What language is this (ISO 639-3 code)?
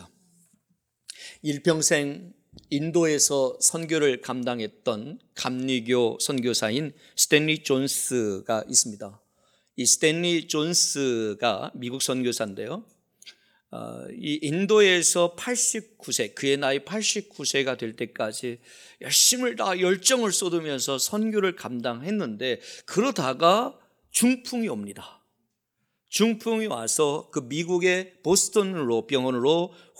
kor